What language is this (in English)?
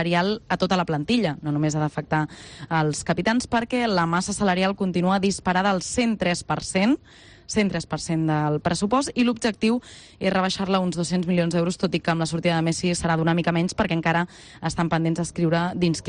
Catalan